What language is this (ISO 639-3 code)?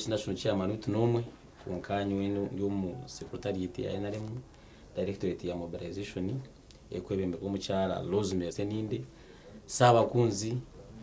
nyn